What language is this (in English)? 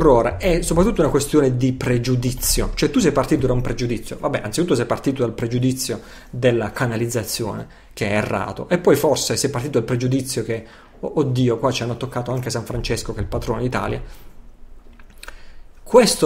Italian